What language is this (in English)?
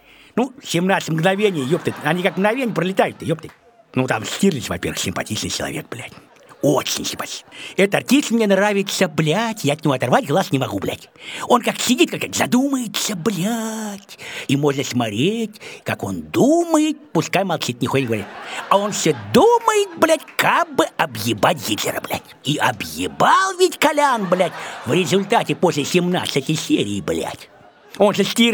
Russian